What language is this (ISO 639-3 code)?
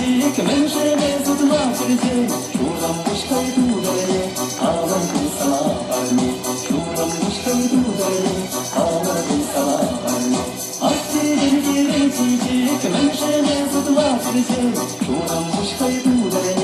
chv